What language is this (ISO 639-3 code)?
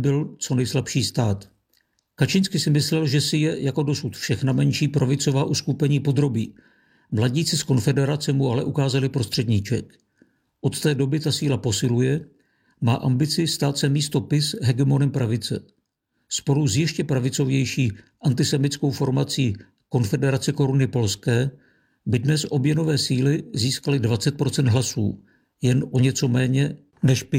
ces